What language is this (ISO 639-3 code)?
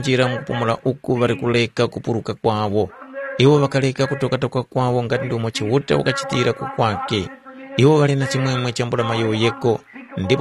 tum